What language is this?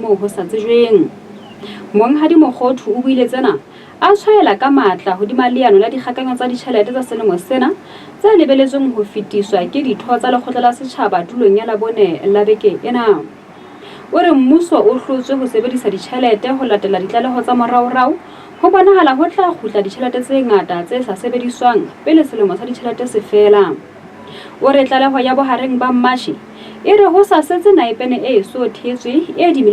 Southern Sotho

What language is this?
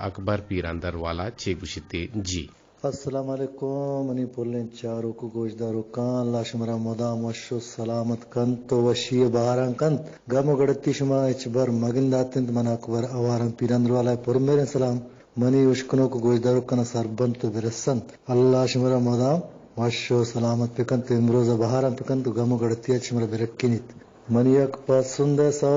Eastern Balochi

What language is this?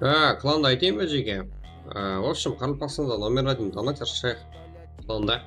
Kara-Kalpak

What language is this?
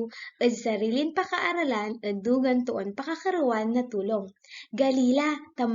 Pangasinan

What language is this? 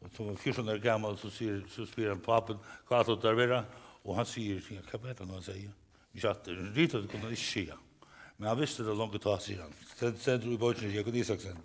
Faroese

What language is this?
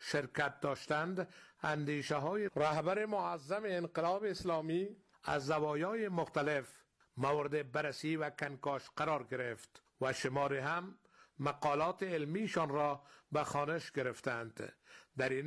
Persian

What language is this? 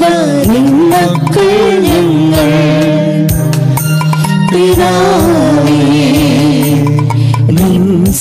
Malayalam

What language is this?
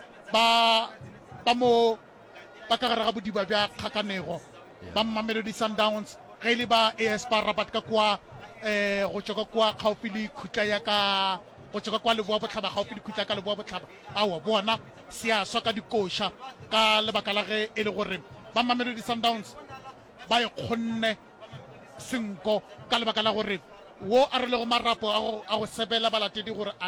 Northern Sotho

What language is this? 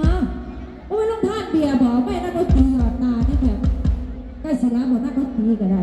Northeastern Thai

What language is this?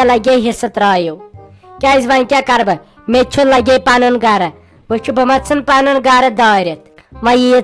Kashmiri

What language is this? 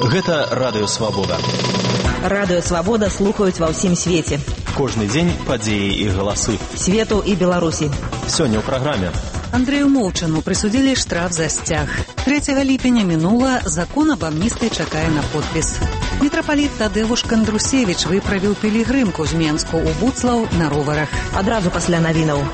Belarusian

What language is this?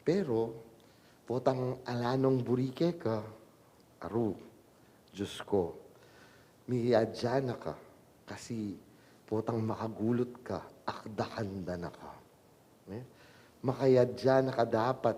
Pampanga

